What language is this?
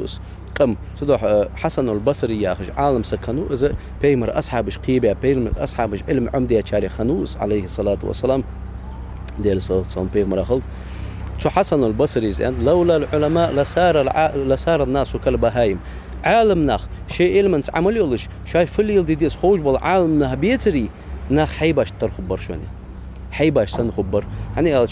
Ingush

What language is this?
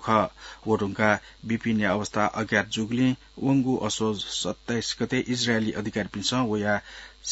Newari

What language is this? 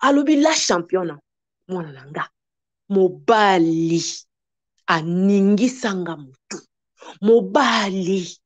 Lingala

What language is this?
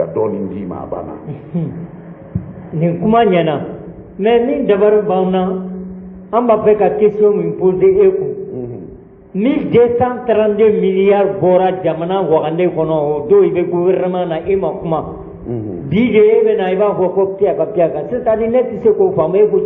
Bambara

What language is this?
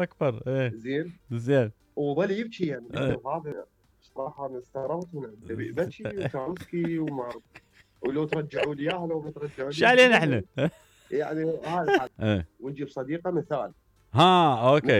Mesopotamian Arabic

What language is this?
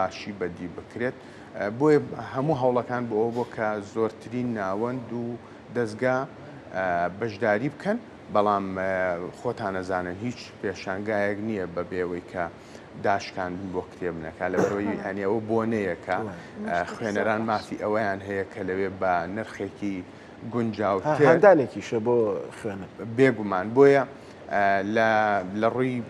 Central Kurdish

